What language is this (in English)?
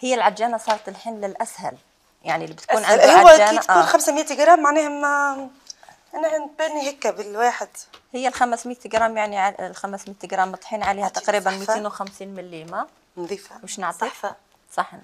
Algerian Arabic